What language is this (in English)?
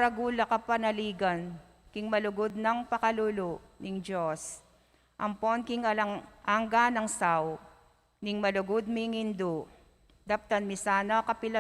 Pampanga